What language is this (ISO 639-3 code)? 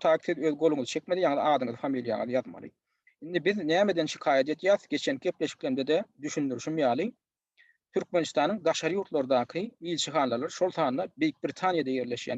tuk